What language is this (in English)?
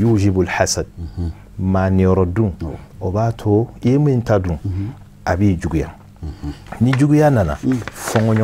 Bambara